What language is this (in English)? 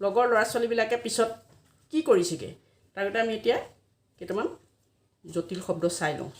Assamese